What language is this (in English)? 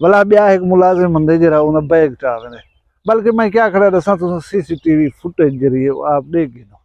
Saraiki